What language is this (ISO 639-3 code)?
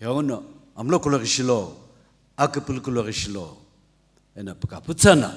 nsm